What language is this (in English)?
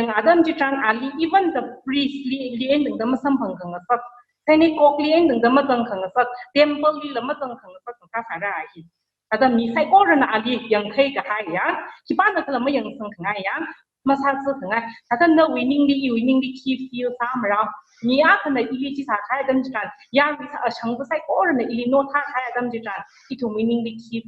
Tangkhul Naga (India)